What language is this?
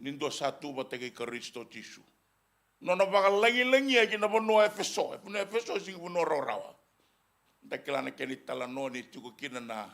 Fijian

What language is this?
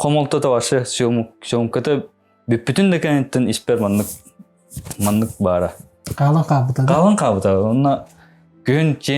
Yakut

